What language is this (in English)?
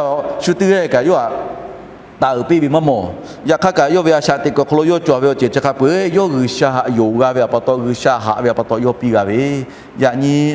Lahu